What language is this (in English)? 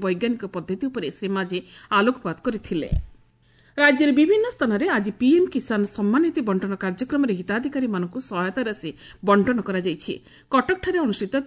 Odia